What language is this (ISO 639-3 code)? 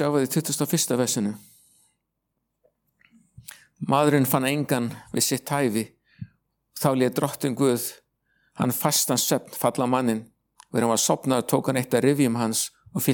isl